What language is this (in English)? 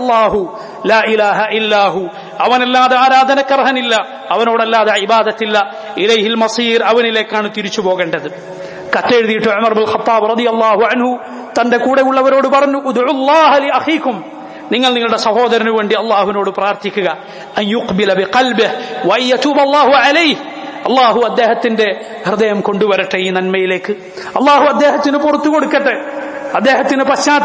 Malayalam